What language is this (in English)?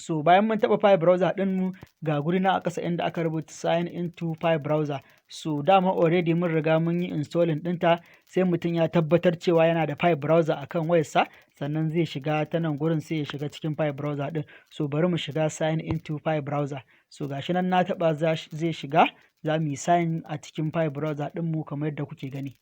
Hausa